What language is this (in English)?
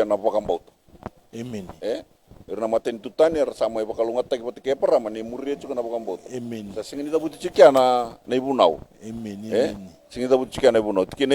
Fijian